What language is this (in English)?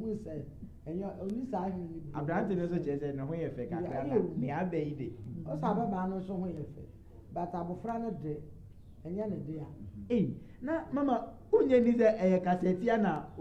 Akan